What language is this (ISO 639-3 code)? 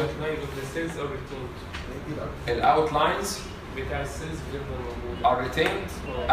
arz